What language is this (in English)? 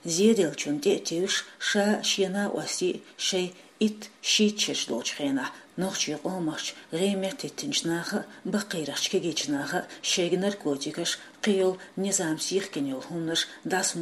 Chechen